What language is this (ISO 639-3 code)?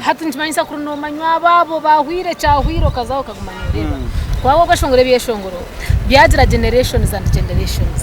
nyn